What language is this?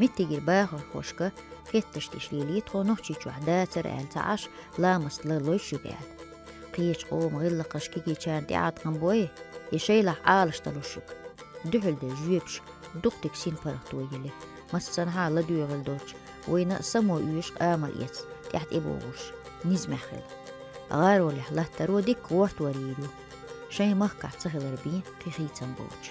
Chechen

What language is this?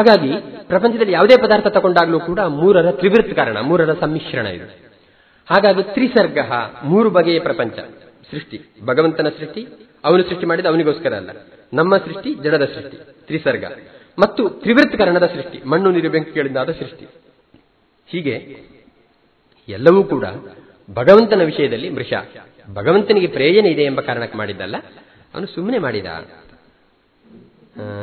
Kannada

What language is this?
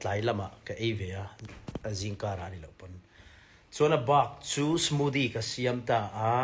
Mizo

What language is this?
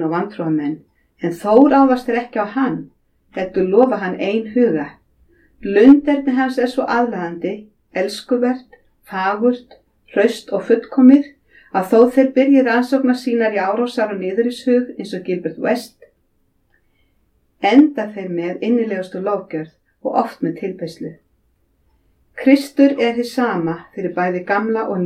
Icelandic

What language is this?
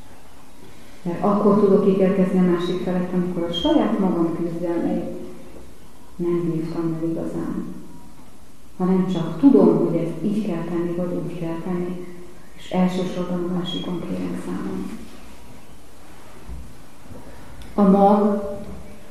Hungarian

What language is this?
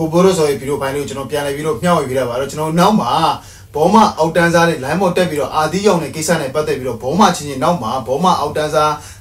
Burmese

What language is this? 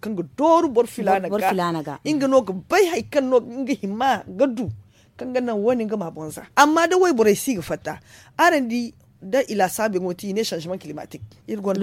Zarma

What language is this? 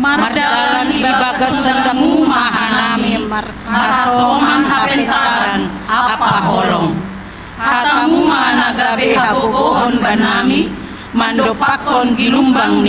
Batak Simalungun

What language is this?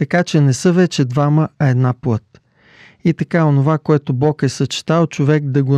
Bulgarian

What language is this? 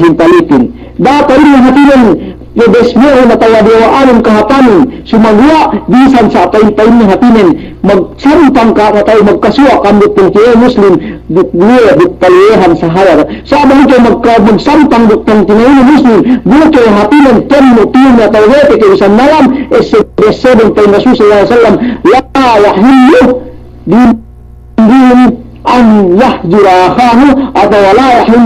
Yakan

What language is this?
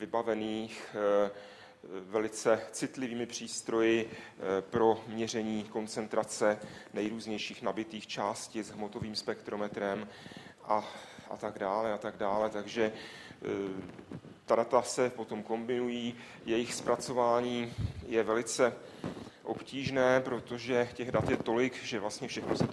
Czech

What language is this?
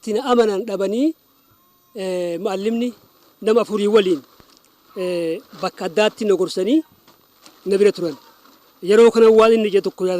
Oromo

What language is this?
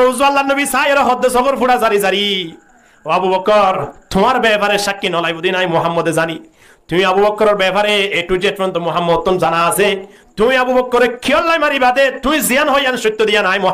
Rohingya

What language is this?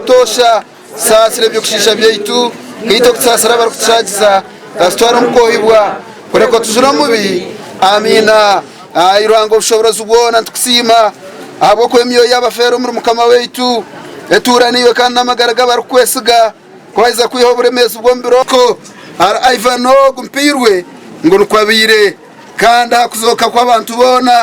Nyankole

